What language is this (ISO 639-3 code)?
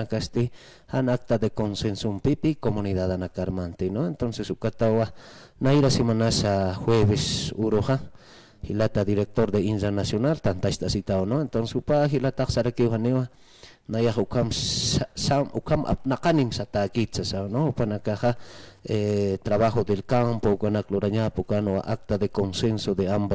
aym